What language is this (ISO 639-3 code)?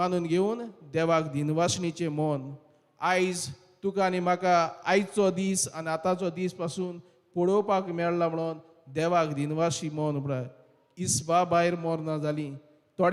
kok